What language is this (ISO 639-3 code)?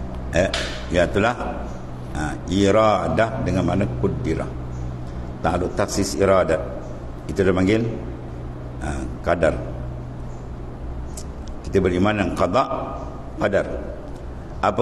msa